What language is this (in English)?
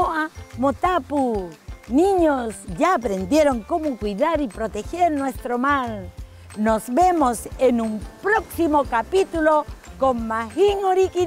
Rapanui